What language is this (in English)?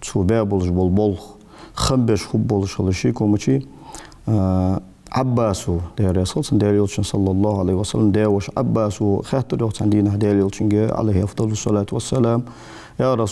Ingush